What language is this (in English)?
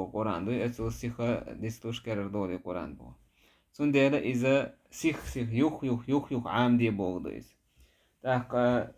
Chechen